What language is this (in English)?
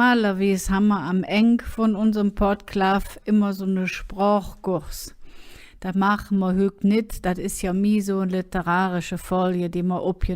Colognian